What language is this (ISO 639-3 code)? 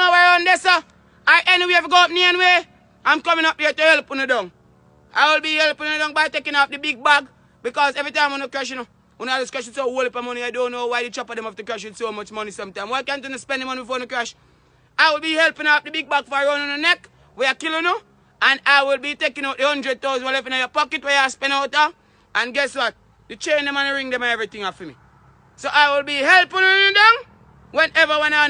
jam